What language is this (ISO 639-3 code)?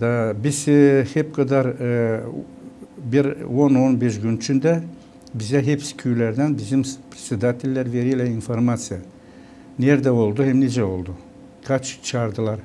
gag